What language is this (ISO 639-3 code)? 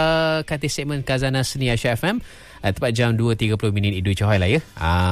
msa